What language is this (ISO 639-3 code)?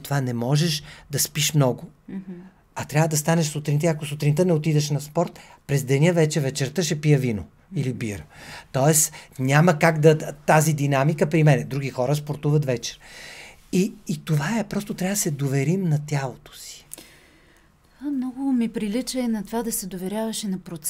bul